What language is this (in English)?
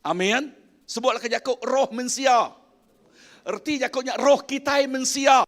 Iban